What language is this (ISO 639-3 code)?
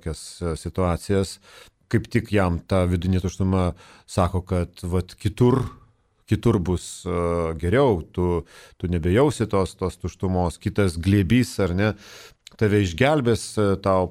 lit